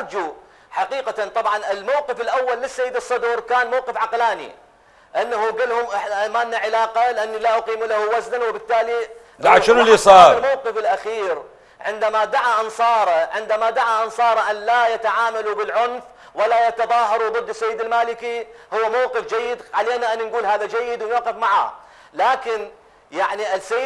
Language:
Mesopotamian Arabic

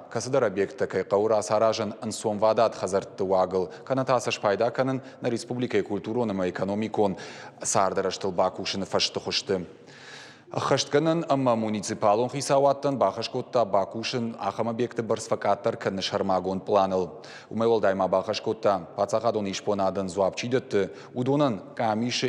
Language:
Ossetic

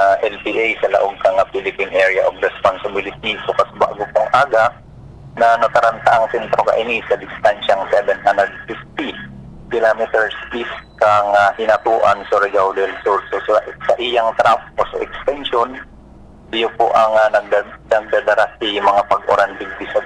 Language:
Bikol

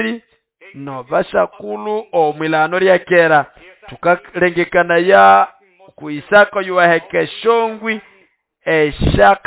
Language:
Nande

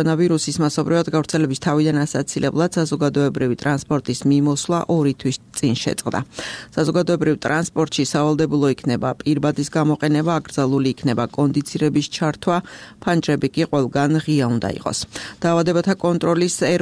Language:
Georgian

